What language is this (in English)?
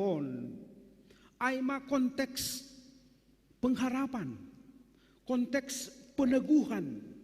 Batak Simalungun